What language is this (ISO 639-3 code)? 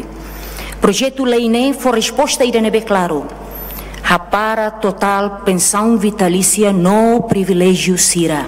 tet